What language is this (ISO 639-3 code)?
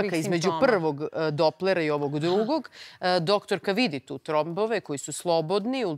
srp